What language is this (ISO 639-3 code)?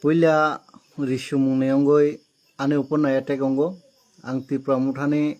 trp